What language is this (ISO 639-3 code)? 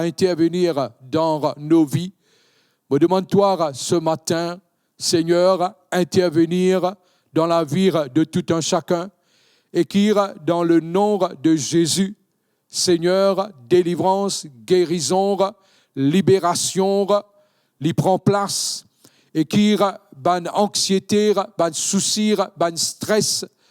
mfe